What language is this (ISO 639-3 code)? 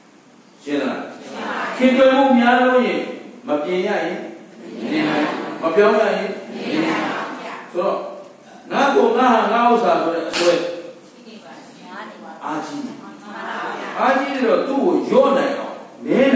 mya